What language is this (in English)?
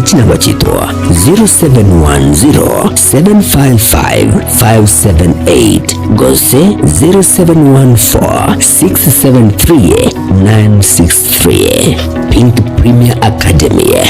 Gusii